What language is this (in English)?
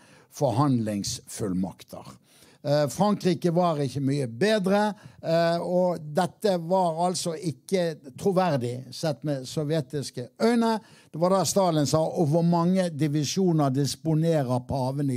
Norwegian